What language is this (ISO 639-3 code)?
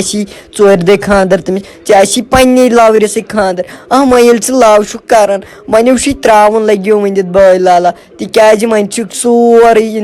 kas